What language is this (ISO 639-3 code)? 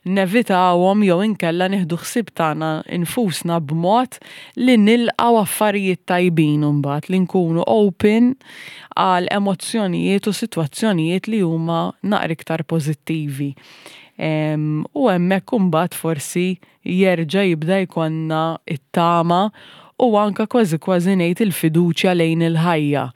mlt